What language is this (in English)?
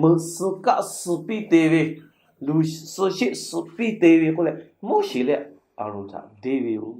Lahu